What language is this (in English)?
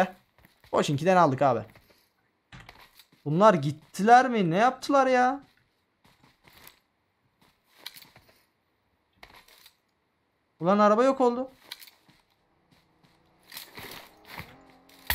Turkish